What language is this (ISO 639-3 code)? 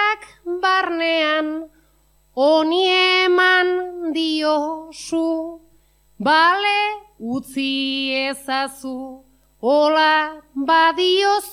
eus